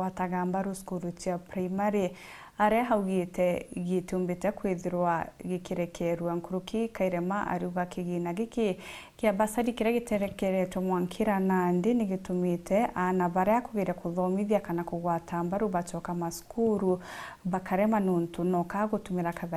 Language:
Meru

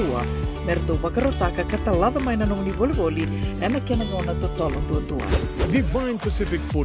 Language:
Fijian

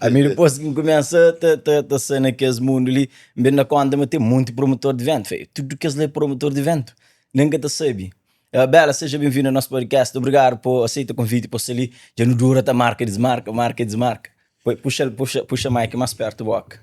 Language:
Kabuverdianu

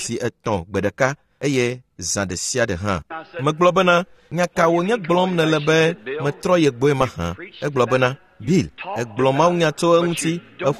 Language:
Ewe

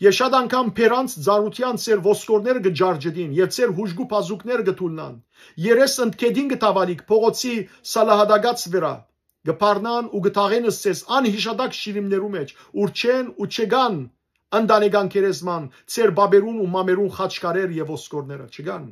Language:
Western Armenian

